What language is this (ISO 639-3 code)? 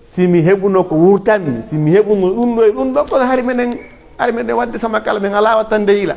fuf